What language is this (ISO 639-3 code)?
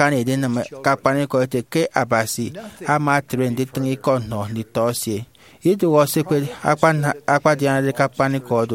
efi